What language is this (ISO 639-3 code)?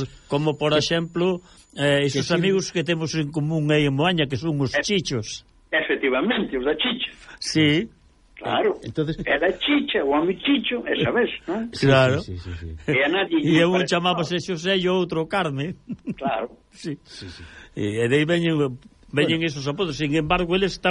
glg